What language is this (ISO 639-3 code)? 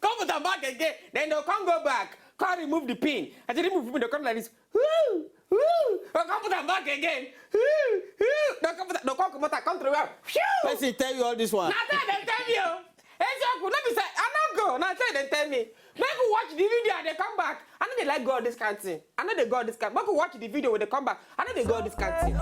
pcm